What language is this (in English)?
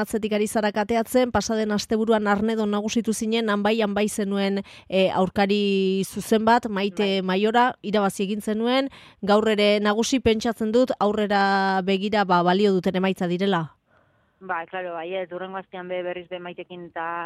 Basque